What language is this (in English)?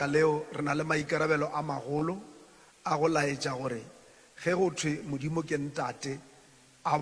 Northern Sotho